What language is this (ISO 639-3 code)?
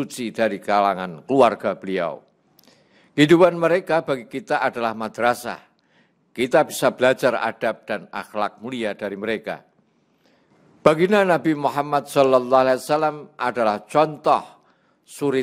ind